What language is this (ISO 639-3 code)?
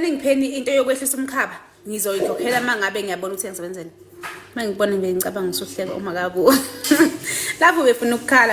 zul